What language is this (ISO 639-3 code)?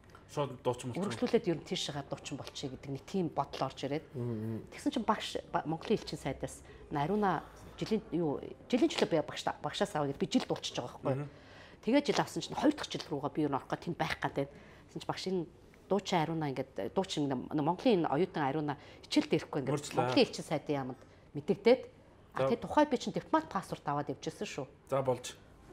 mon